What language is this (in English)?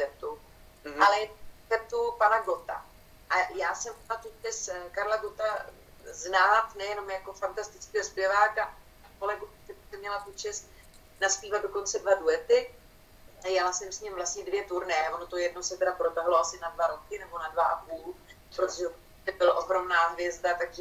Czech